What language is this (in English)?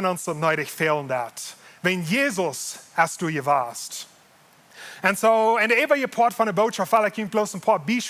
Plautdietsch